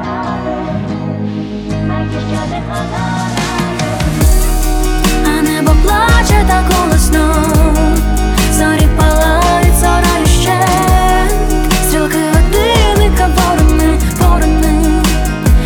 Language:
Ukrainian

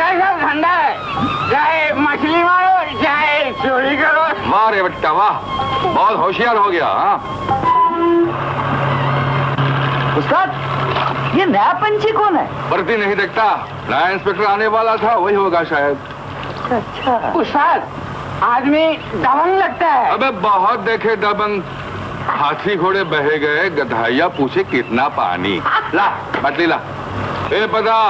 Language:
Hindi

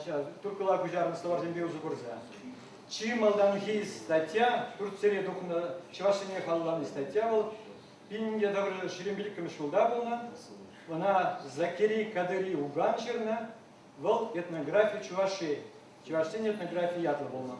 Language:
Chuvash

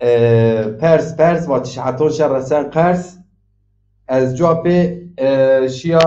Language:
Zaza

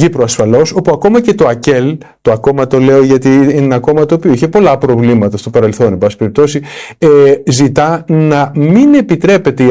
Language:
Greek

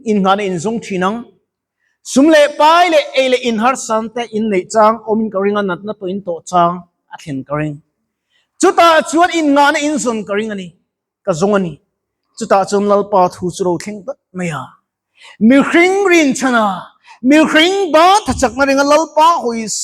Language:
Mizo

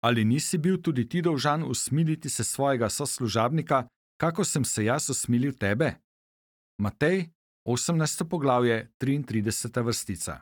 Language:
Slovenian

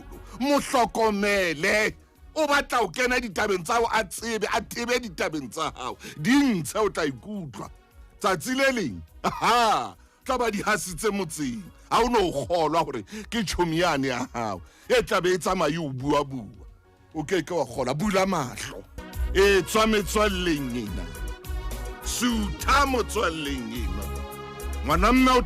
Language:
Southern Sotho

